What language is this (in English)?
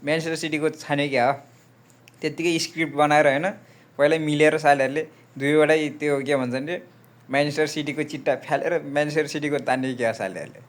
Nepali